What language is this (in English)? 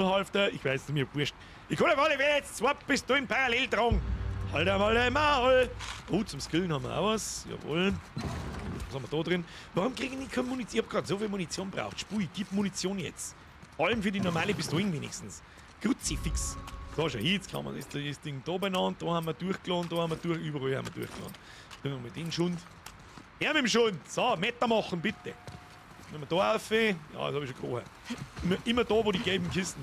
Bavarian